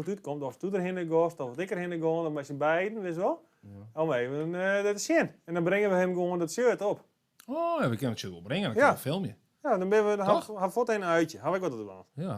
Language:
Western Frisian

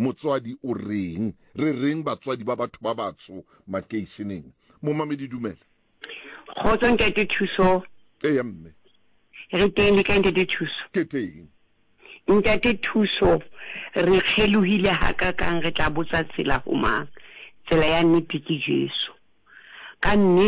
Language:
Southern Sotho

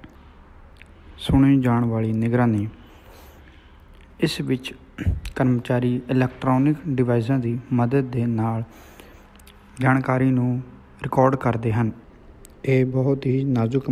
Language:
Punjabi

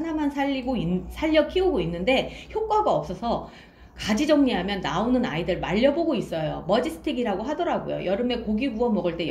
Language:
Korean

